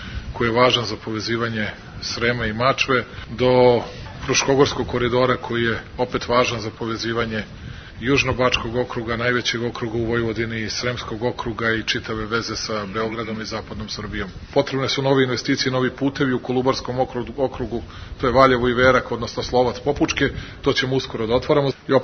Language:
Serbian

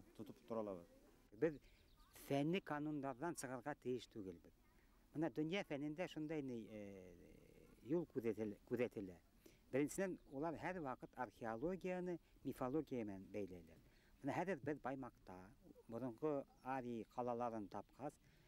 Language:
Bashkir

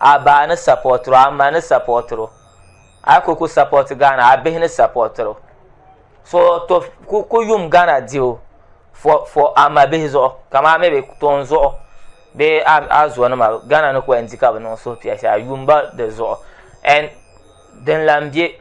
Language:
Dagbani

